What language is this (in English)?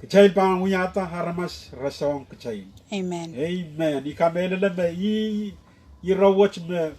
Pohnpeian